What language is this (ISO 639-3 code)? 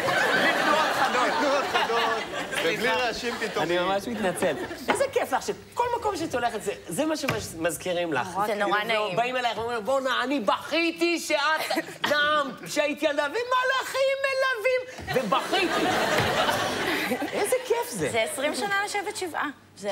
heb